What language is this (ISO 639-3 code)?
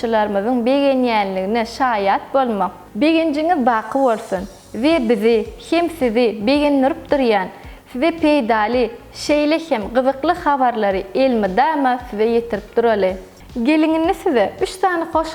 tuk